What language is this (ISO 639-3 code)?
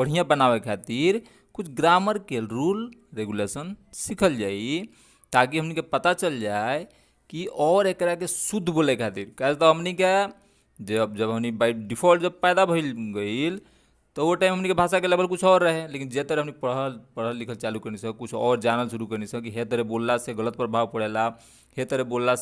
bho